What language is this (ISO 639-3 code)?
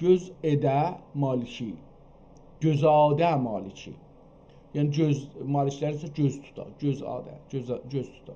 azb